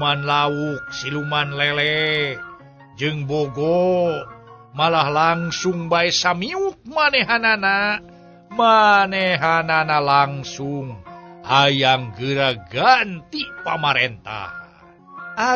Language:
Sundanese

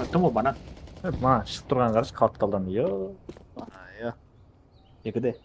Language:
Kara-Kalpak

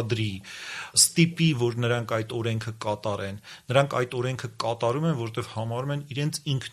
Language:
Armenian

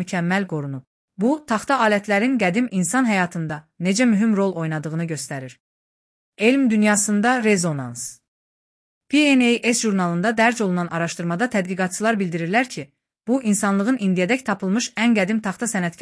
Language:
Azerbaijani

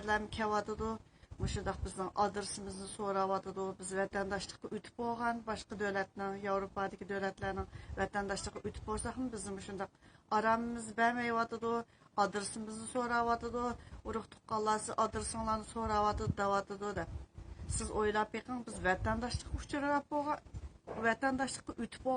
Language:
Uyghur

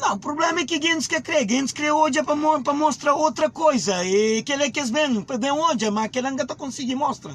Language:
Kabuverdianu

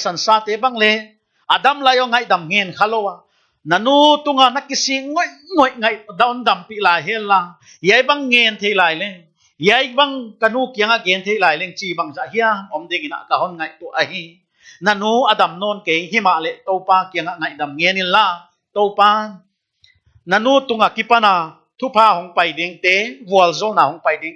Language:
Paite Chin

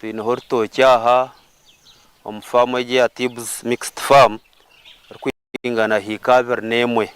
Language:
Nyankole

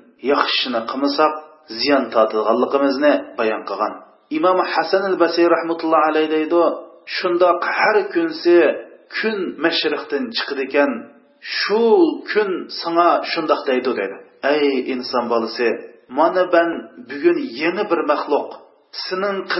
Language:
Uyghur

